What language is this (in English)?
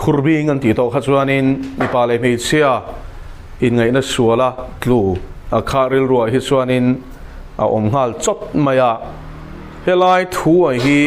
Mizo